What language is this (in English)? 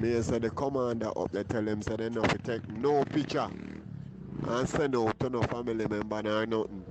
Jamaican Creole English